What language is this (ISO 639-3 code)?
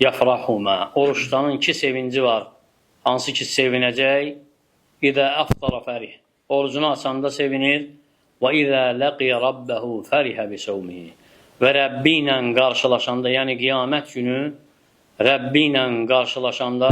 aze